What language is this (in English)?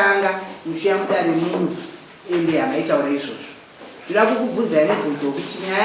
Shona